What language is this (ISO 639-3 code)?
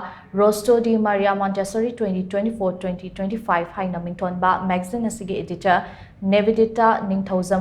mni